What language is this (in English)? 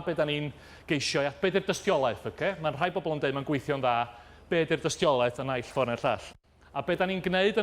Welsh